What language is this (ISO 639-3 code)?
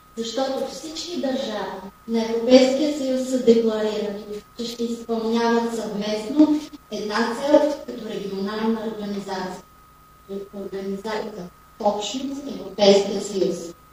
bul